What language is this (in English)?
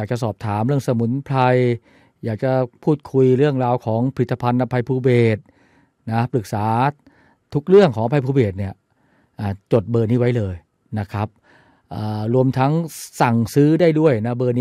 Thai